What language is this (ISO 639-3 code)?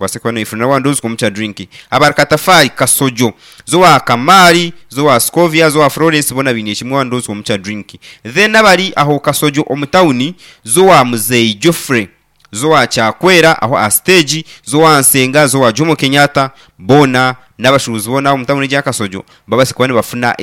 nyn